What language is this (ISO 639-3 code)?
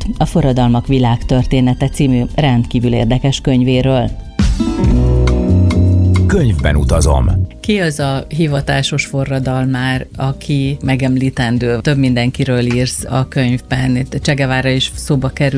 hun